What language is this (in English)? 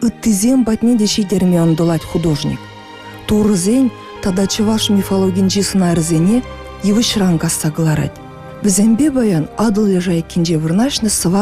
Chuvash